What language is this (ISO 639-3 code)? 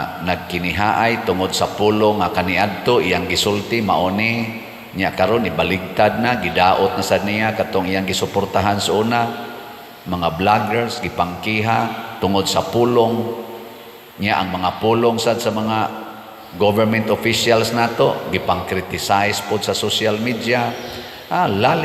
ceb